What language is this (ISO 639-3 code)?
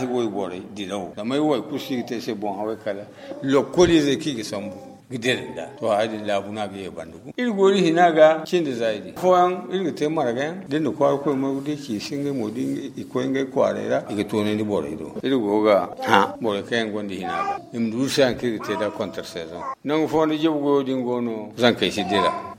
dje